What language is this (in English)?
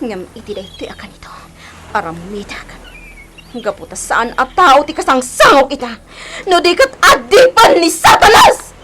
Iloko